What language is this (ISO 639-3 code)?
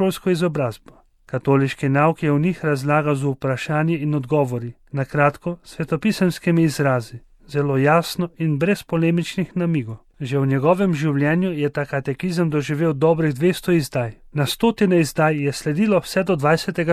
slv